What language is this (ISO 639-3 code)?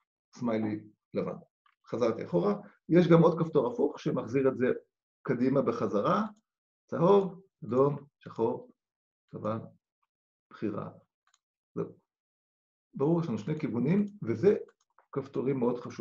heb